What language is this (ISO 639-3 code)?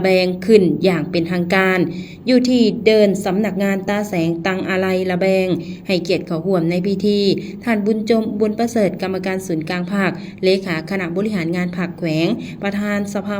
lao